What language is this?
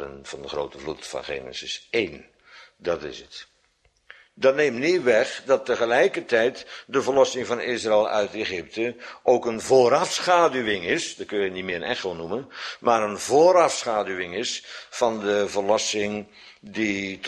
Dutch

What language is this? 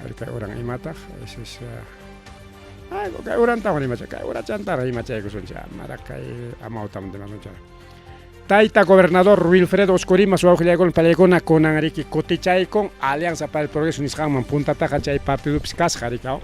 Ayacucho Quechua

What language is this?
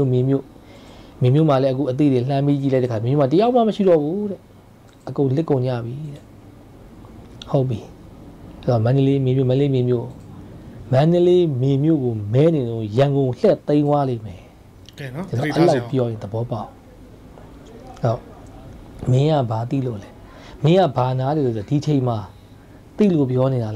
Burmese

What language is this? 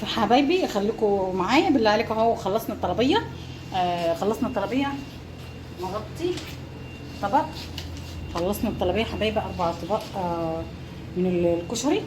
Egyptian Arabic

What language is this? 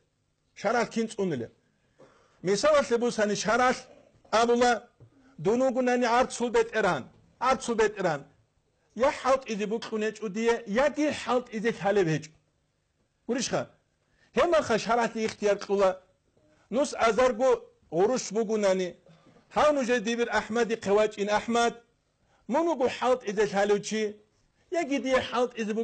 Avaric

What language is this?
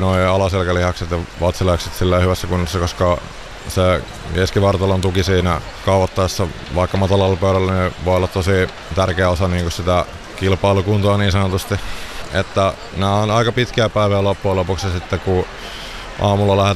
Finnish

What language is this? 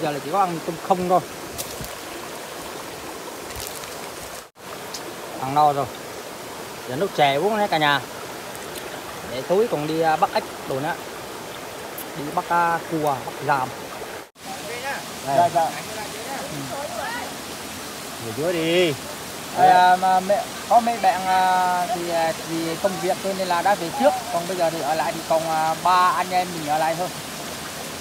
Vietnamese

